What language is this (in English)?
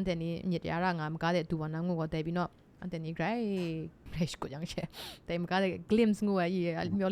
Kachin